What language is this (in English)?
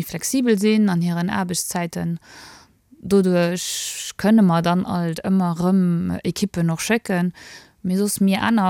Luxembourgish